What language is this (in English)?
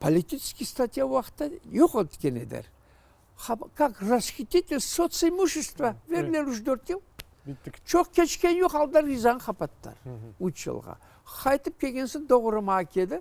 Crimean Tatar